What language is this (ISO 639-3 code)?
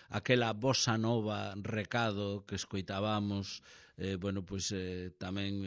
glg